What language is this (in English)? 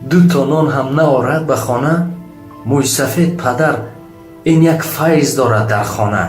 Tajik